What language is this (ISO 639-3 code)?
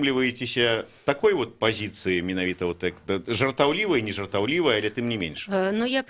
bel